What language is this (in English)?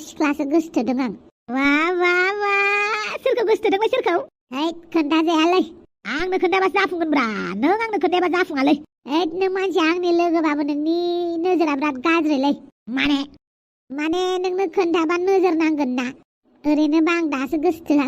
Bodo